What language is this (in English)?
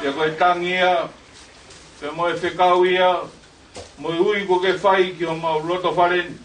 Tongan